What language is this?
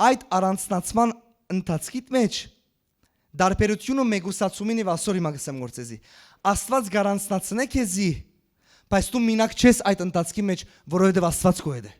Western Armenian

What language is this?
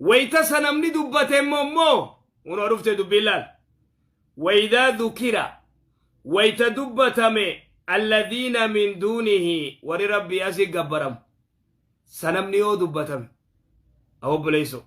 Oromo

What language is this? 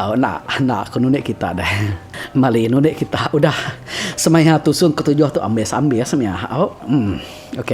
Iban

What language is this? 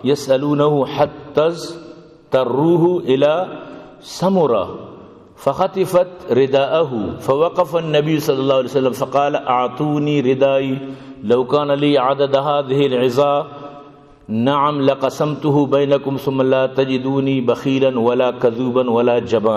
Eastern Balochi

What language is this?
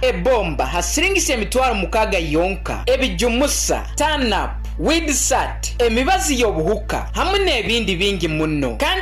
Nyoro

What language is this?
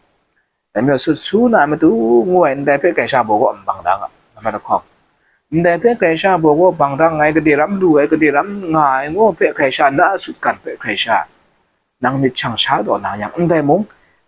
Kachin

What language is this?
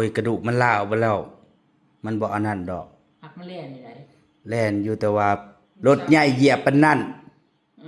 Northeastern Thai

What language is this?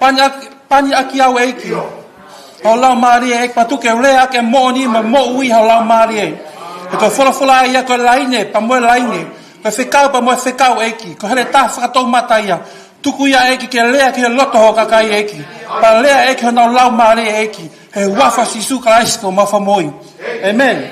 Tongan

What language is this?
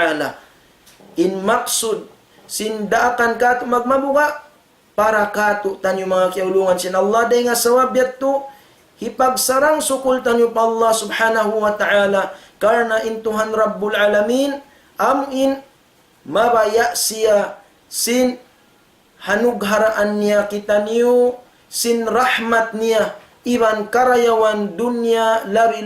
Tausug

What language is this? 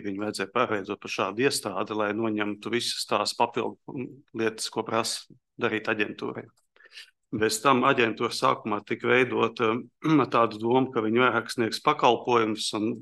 Latvian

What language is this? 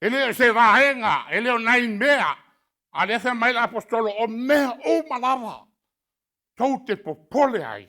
Samoan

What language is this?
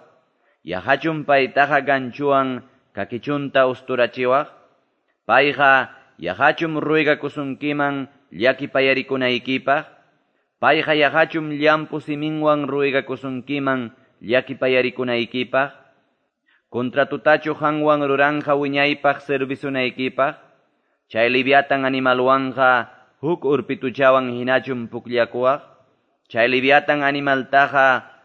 Quechua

